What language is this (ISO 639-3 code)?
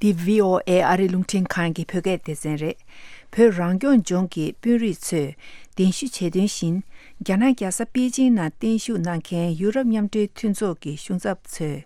bod